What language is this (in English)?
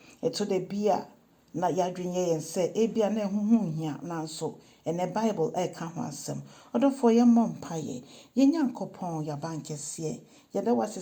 Akan